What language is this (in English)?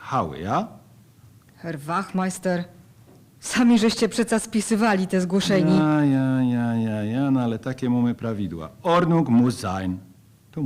Silesian